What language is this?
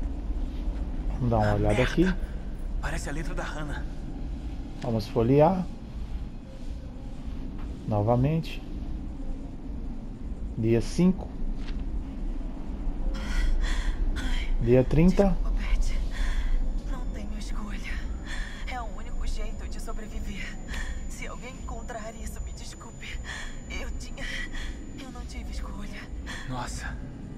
Portuguese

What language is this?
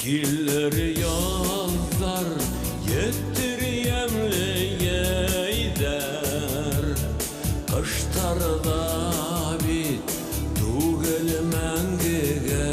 Bashkir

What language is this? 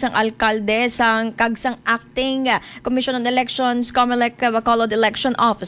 Hiligaynon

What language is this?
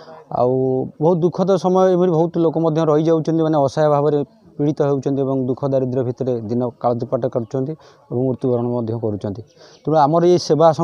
Odia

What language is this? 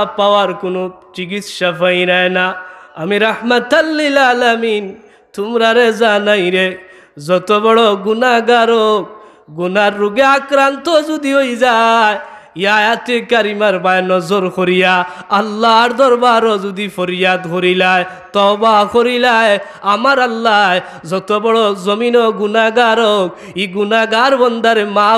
Sylheti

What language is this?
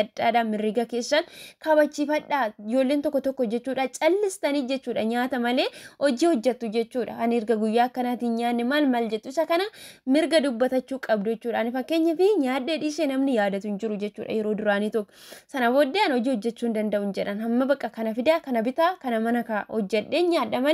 Oromo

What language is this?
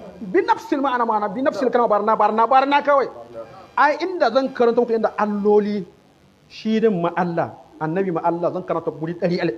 Hausa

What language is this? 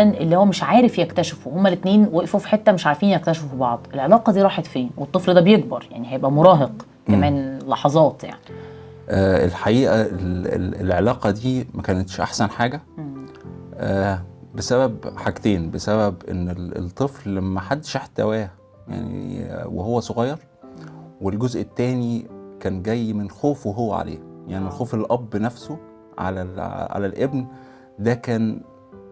Egyptian Arabic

